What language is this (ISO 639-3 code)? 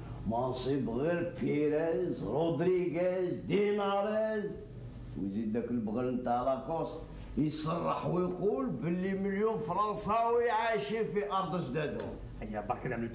arq